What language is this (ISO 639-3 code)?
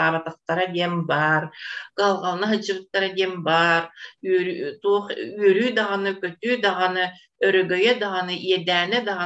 sah